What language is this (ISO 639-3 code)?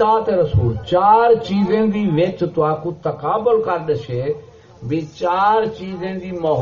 skr